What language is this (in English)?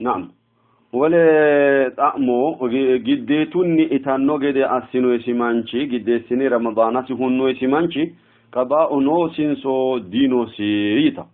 Sidamo